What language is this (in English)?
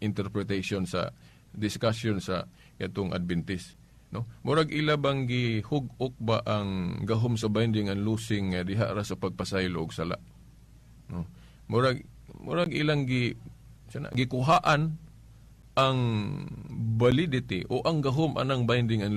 Cebuano